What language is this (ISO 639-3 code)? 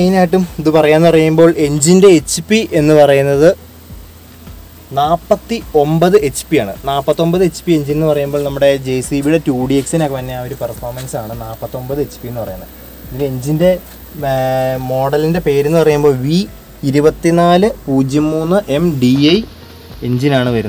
mal